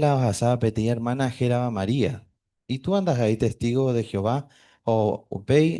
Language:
Guarani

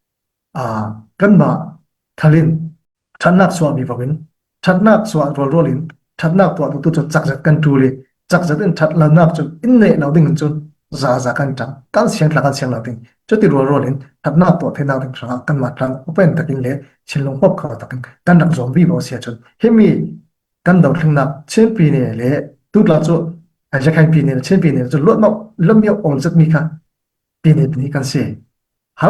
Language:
Falam Chin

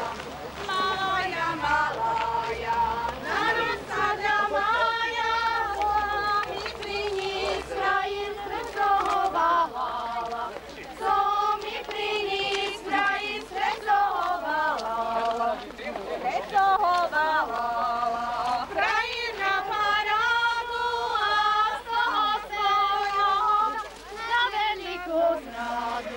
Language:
Slovak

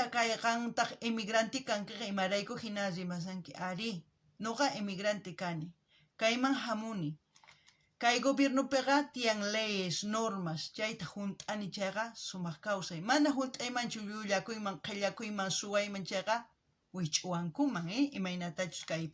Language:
South Bolivian Quechua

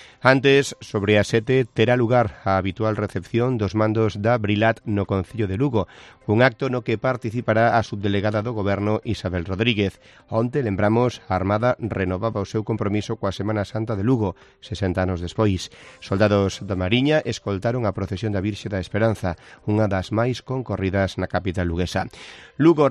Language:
Galician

